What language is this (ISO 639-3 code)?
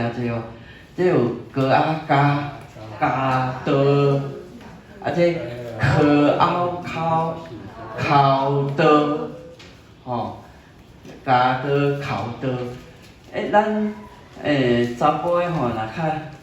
nan